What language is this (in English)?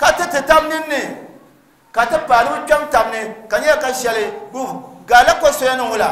Dagbani